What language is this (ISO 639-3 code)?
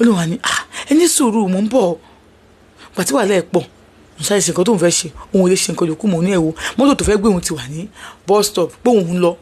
yor